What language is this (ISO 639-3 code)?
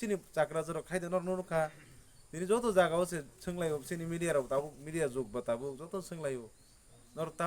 trp